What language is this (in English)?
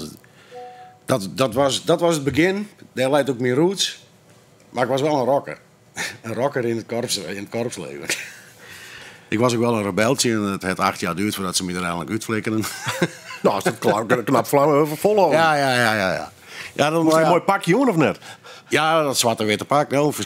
Dutch